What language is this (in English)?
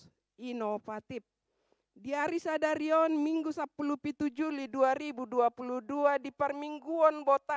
Batak Toba